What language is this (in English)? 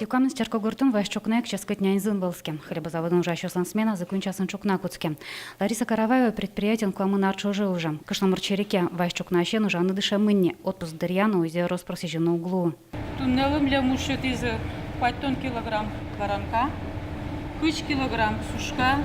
Udmurt